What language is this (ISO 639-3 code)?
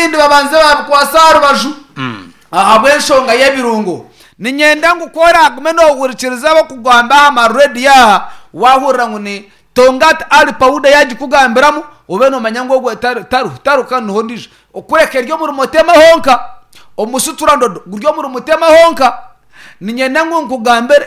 nyn